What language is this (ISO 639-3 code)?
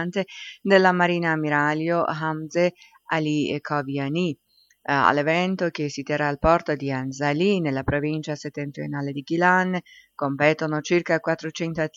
ita